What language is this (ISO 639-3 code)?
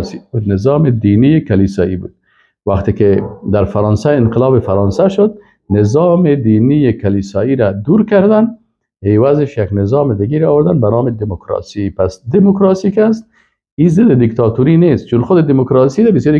fas